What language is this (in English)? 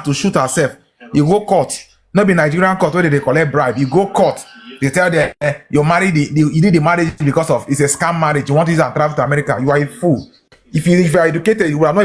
Nigerian Pidgin